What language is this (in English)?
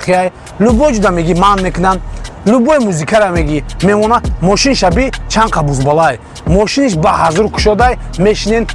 Tajik